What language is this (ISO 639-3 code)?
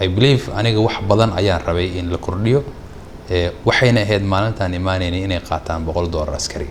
som